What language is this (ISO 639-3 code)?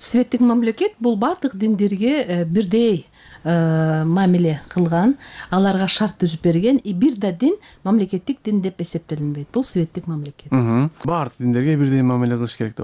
kir